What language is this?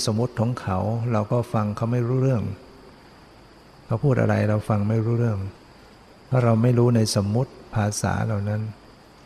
Thai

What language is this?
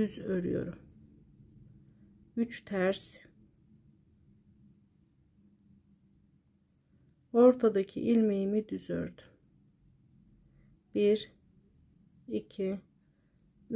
Turkish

